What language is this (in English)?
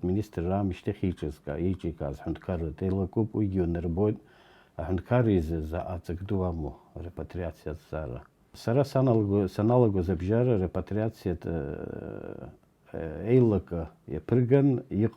Abkhazian